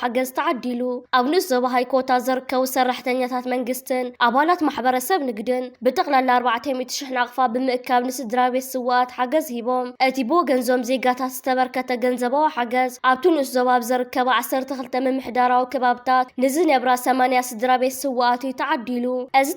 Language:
Tigrinya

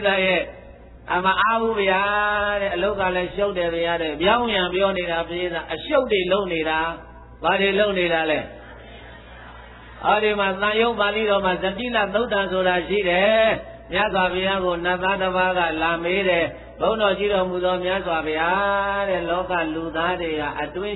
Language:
Burmese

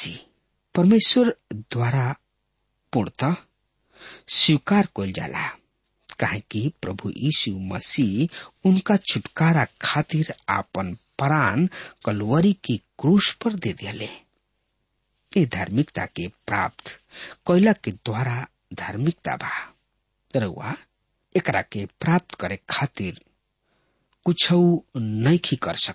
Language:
Bhojpuri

